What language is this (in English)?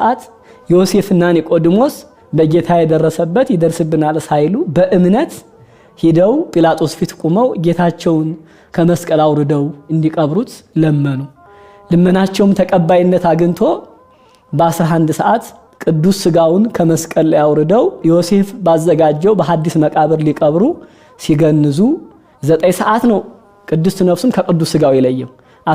Amharic